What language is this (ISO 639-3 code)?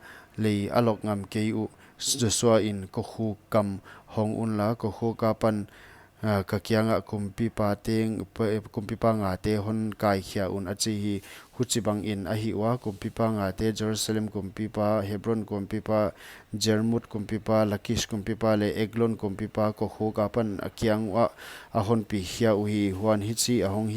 pck